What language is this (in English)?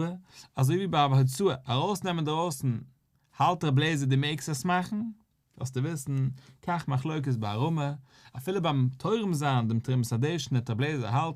Yiddish